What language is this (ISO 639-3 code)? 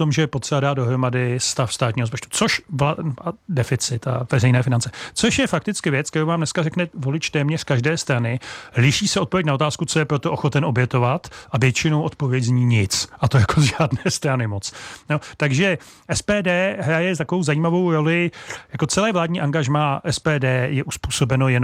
ces